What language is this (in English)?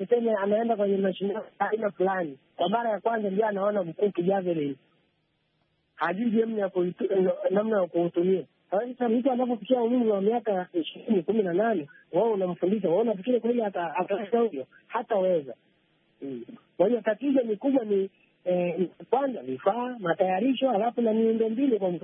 Swahili